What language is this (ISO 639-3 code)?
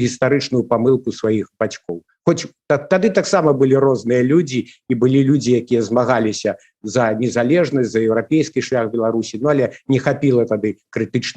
bel